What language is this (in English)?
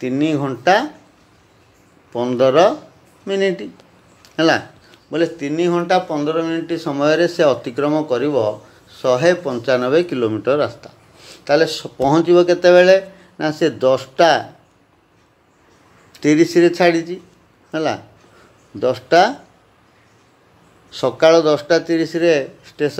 Odia